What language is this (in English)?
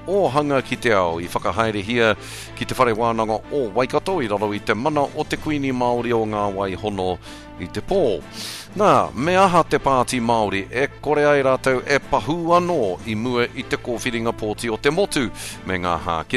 Māori